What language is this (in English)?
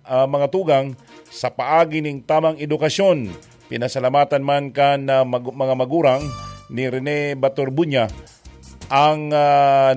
Bikol